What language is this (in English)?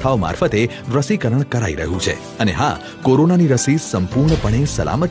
Gujarati